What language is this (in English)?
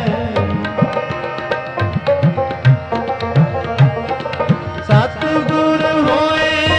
Punjabi